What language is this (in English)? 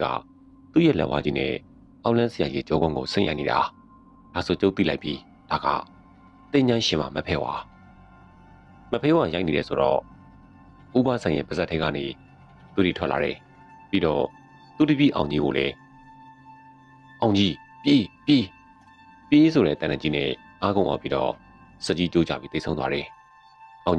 Burmese